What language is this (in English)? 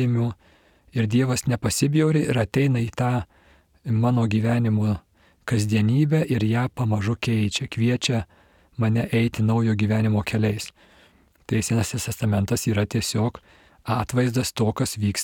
Lithuanian